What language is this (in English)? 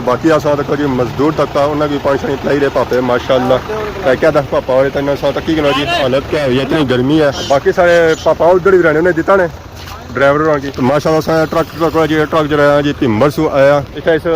Pahari-Potwari